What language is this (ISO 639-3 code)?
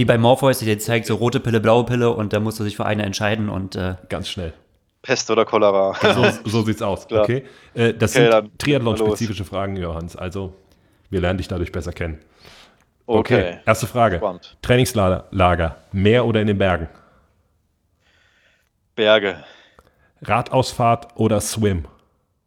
deu